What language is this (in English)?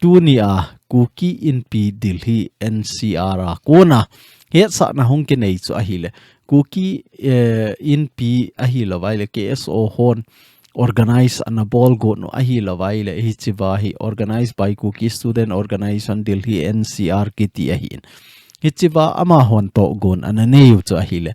Thado Chin